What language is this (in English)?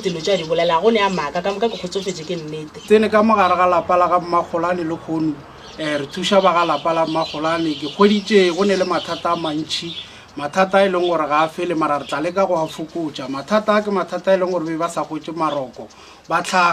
Northern Sotho